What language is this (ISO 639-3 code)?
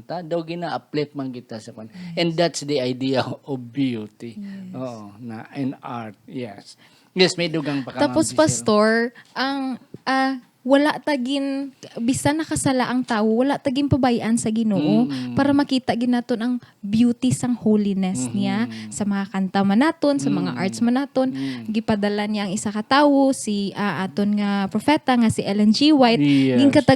hil